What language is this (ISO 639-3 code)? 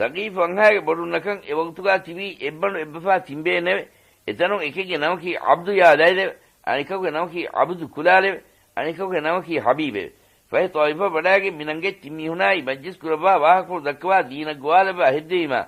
div